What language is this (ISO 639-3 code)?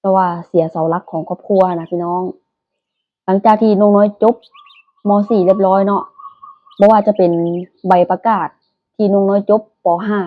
lao